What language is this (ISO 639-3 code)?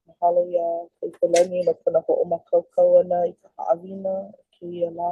haw